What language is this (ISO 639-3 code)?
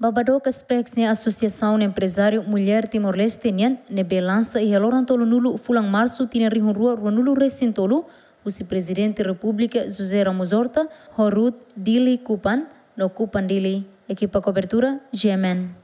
tet